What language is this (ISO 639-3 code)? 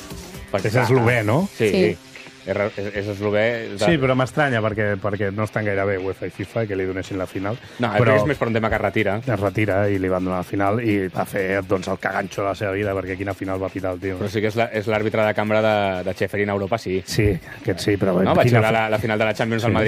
cat